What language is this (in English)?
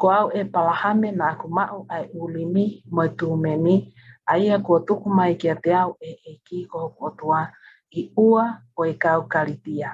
Tongan